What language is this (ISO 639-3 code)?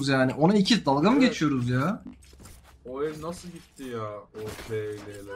tur